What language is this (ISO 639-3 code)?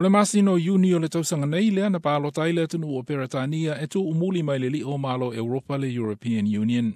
smo